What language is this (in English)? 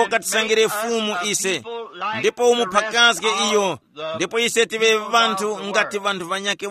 Tumbuka